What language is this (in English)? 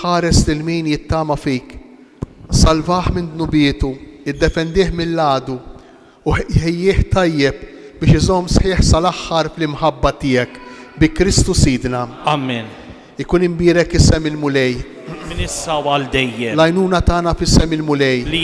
Maltese